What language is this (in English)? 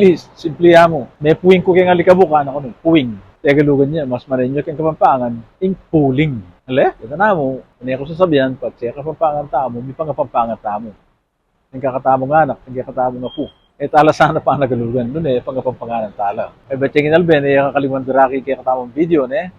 Pampanga